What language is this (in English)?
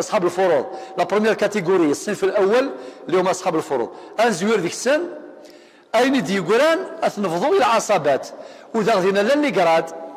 Kabyle